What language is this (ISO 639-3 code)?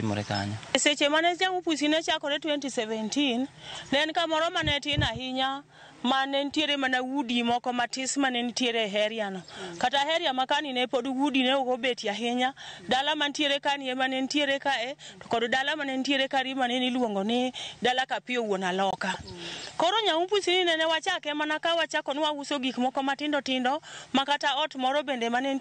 luo